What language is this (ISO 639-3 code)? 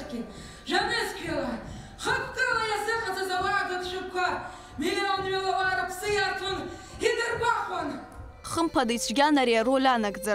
abk